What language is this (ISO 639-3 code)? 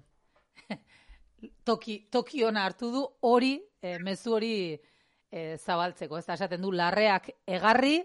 eus